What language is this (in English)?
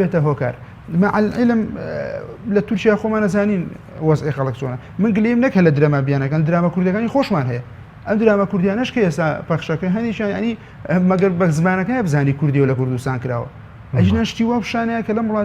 Central Kurdish